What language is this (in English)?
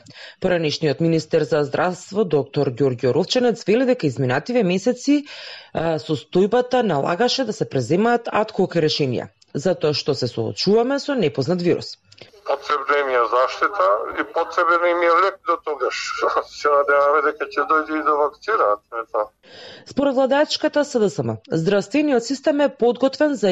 Macedonian